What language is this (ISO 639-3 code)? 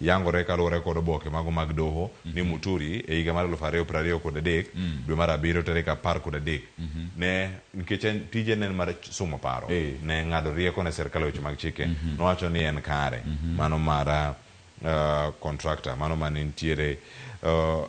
luo